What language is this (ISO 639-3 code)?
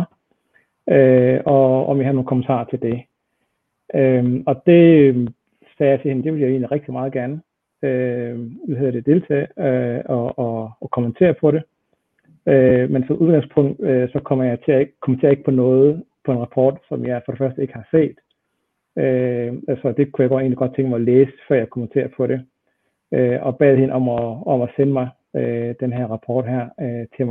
dan